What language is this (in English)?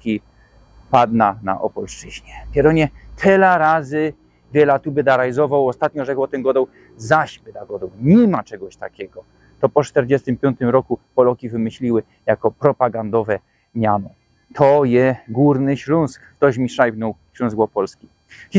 Silesian